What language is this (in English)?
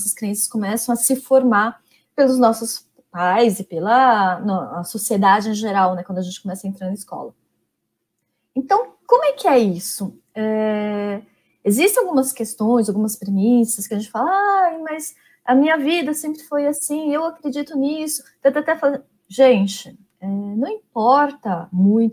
Portuguese